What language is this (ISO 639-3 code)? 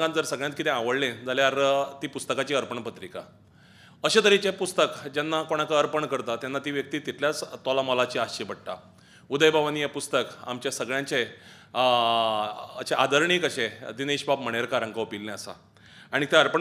kok